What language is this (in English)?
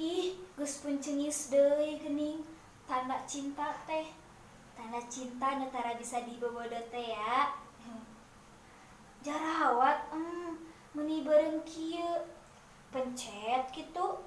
Sundanese